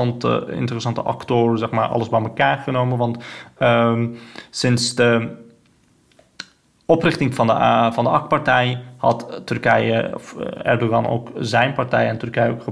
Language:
Dutch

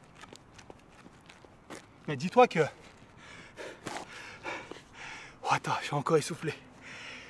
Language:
French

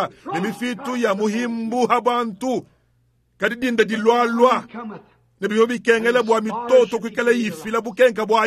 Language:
Luba-Lulua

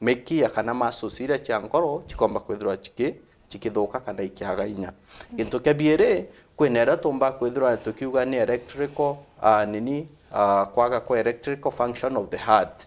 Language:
Meru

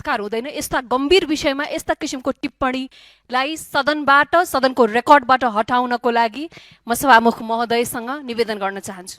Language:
Nepali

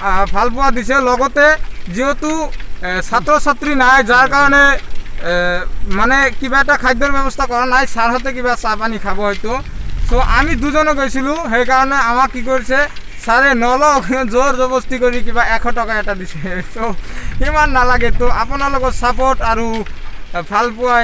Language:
Assamese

